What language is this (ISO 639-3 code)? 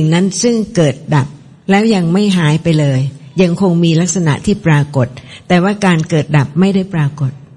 tha